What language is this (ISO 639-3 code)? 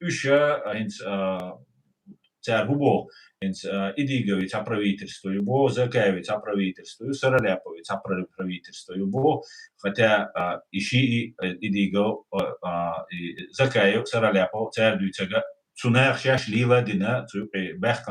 che